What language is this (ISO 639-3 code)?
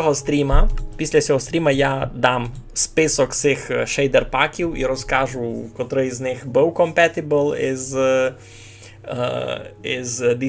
rue